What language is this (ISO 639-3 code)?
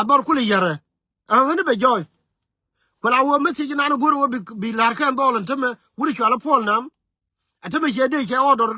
nus